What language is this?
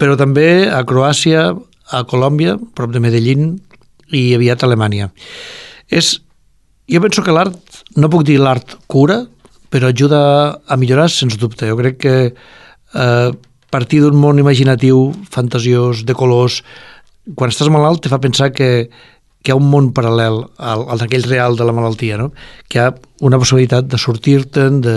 Catalan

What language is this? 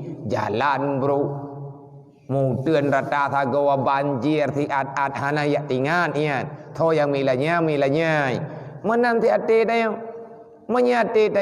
Achinese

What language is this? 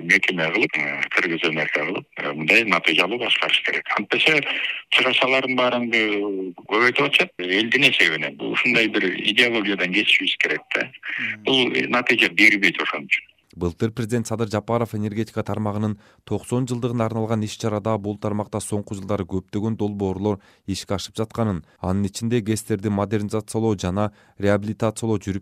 Kyrgyz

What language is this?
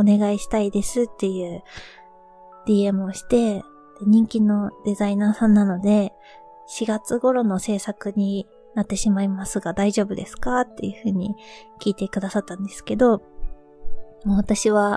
Japanese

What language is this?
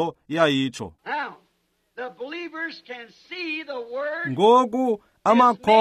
Xhosa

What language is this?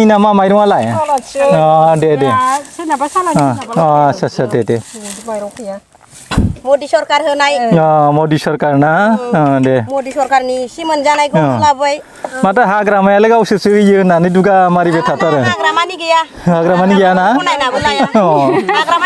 Bodo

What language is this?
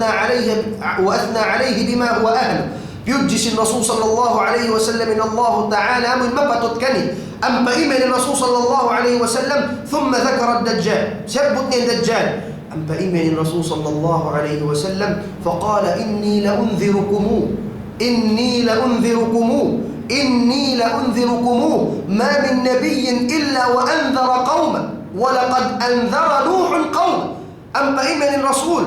Tausug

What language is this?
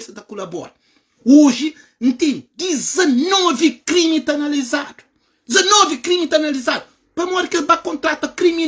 Kabuverdianu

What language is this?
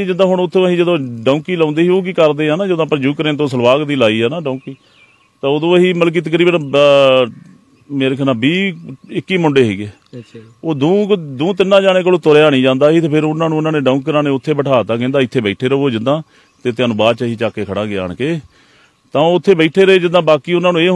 Punjabi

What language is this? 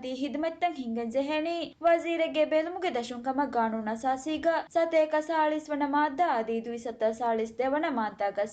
Divehi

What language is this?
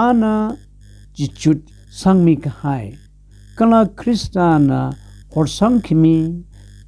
Tangkhul Naga (India)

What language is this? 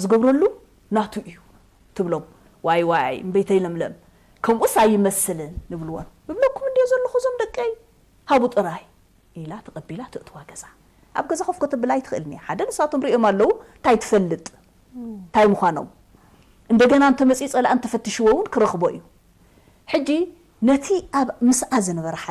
Tigrinya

